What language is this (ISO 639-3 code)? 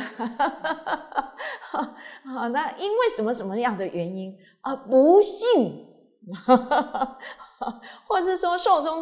zho